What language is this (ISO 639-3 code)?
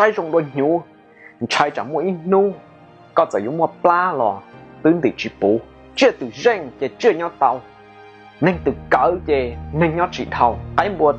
hmn